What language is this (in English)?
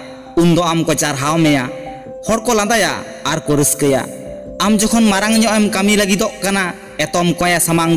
Santali